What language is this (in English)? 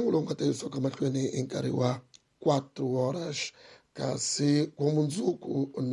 Tsonga